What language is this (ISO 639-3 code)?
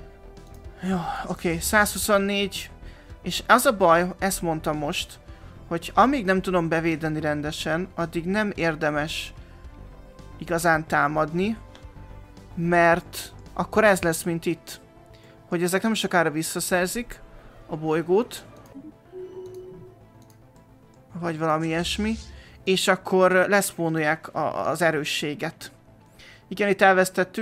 hun